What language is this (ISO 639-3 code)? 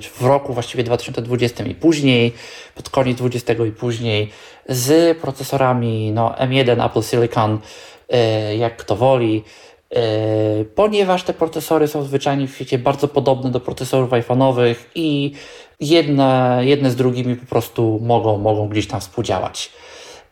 pol